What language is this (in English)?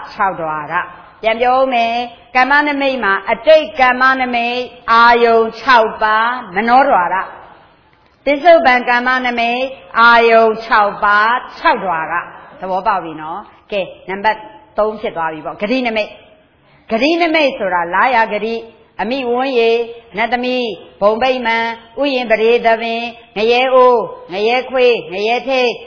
Burmese